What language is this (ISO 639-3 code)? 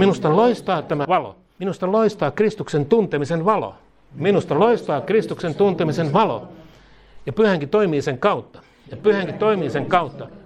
fin